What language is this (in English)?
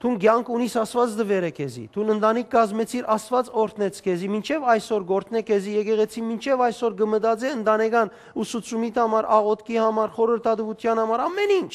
Western Armenian